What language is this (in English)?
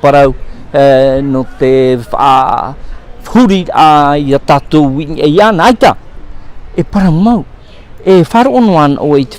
Tahitian